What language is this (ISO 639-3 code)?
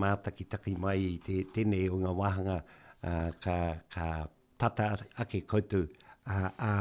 mri